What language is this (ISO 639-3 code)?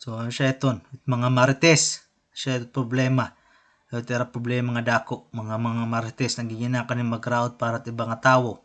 war